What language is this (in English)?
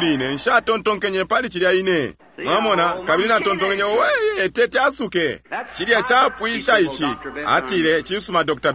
Bemba